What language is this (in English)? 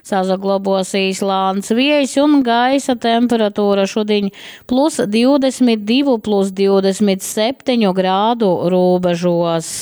Latgalian